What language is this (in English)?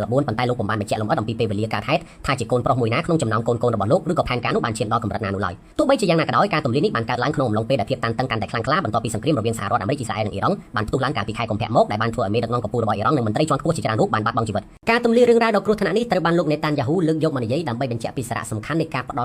Khmer